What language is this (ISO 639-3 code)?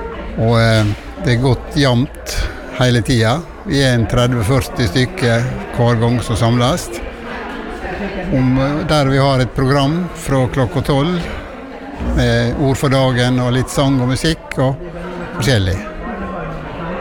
nor